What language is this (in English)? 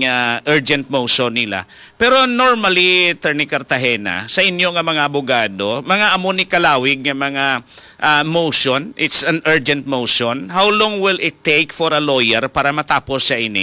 Hiligaynon